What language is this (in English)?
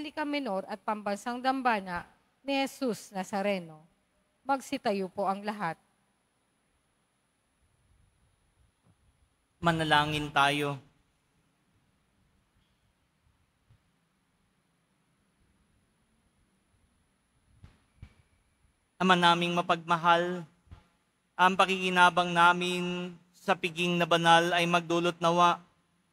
Filipino